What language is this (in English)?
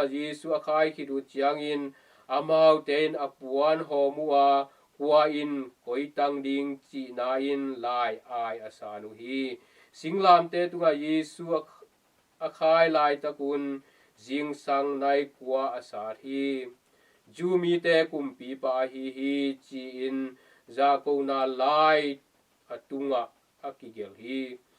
Tedim Chin